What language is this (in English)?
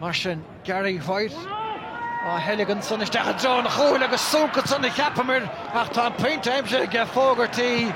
Irish